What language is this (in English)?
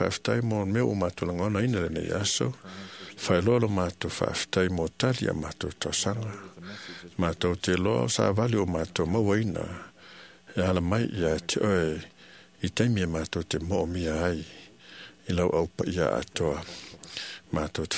Samoan